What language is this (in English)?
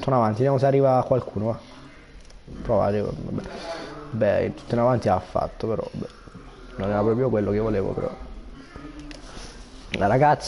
Italian